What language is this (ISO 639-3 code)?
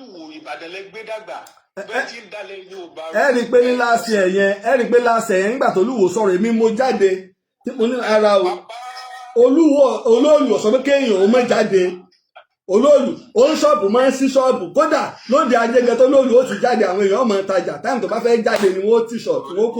yor